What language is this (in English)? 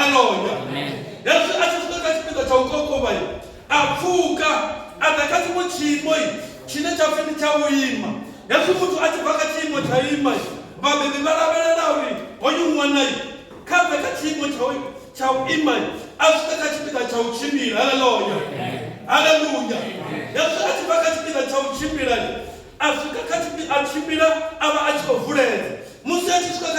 Venda